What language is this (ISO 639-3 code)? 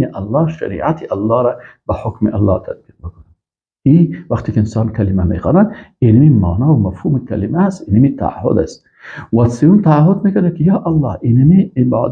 fas